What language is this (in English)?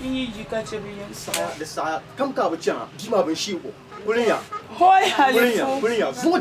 Dagbani